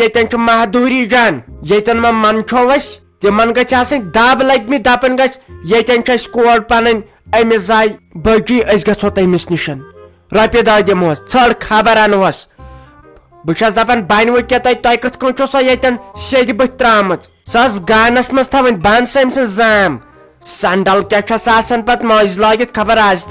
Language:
Kashmiri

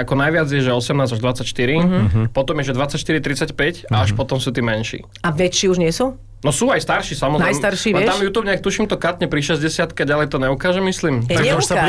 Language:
Slovak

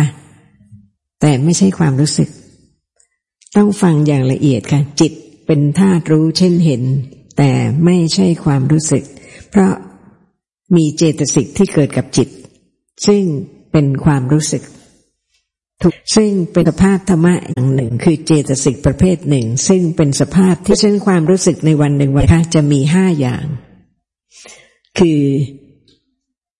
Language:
Thai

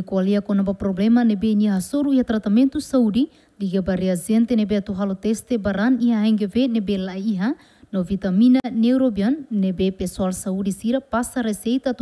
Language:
Tetum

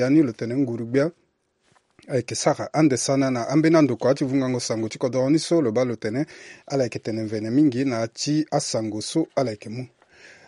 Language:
Sango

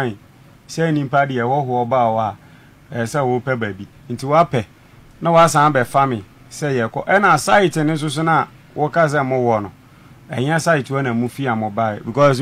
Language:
Akan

